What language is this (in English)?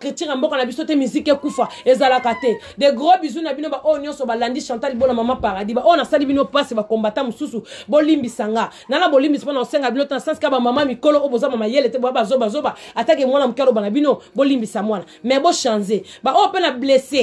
Lingala